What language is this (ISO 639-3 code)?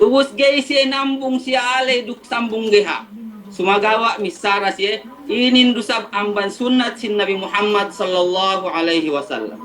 yka